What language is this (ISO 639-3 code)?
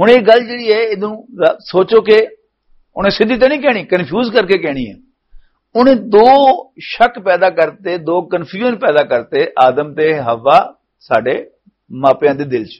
lah